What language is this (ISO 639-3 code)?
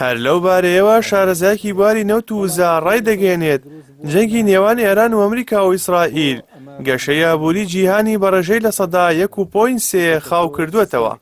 ckb